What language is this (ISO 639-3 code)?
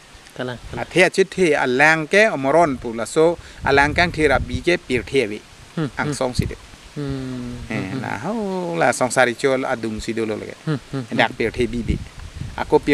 mjw